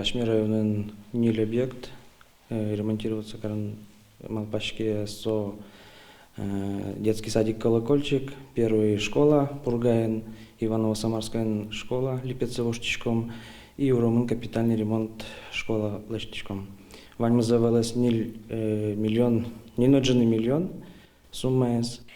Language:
Udmurt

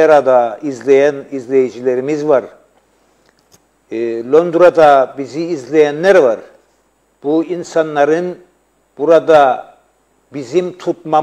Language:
Turkish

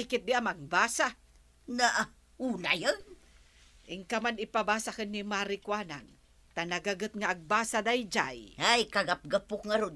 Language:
Iloko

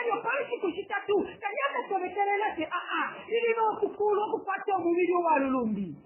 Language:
Bemba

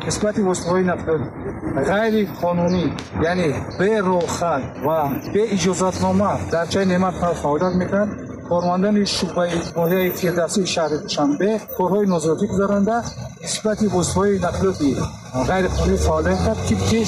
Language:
Tajik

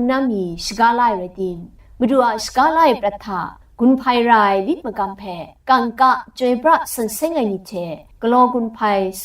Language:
Kachin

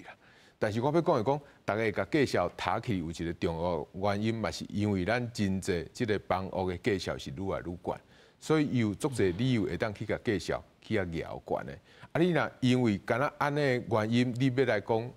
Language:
Min Nan Chinese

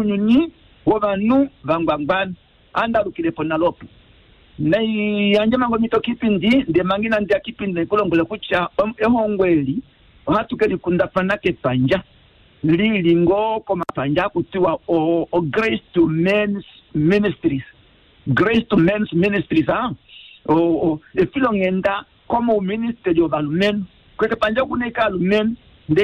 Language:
Kuanyama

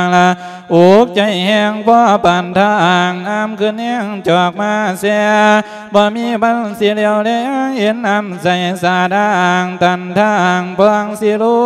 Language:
Lao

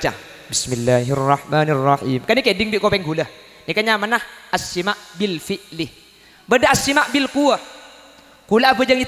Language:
Madurese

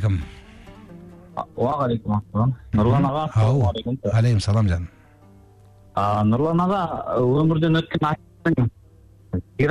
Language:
Kazakh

